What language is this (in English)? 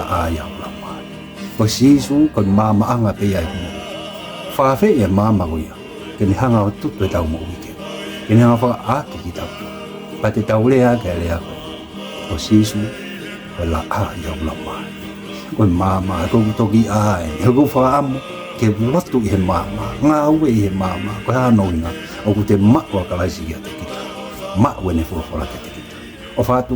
Tongan